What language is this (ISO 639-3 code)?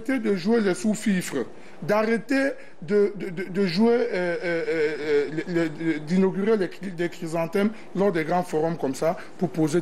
fra